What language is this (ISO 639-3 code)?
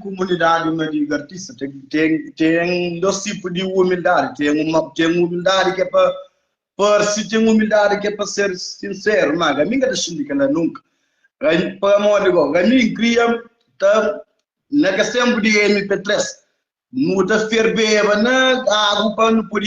kea